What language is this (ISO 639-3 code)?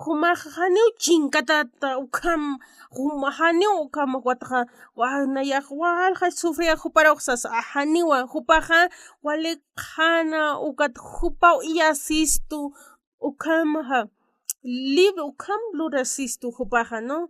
aym